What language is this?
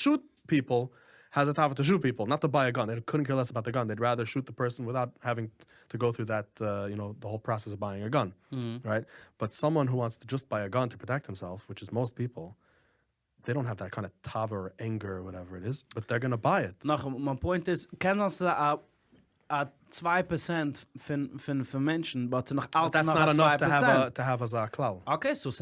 Yiddish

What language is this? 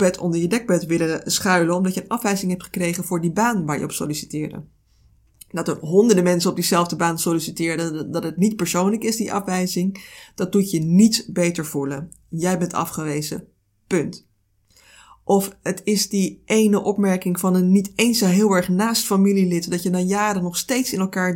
Dutch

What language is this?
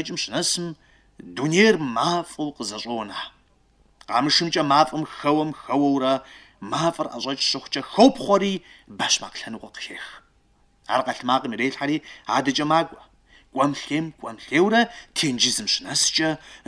Kabardian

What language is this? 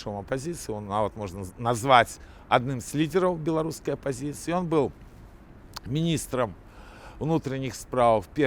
Belarusian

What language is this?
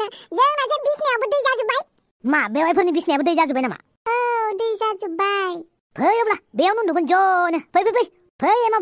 Bodo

